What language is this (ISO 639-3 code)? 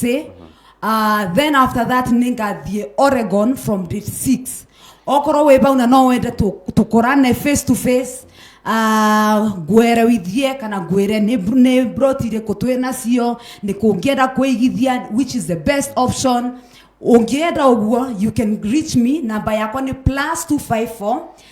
kik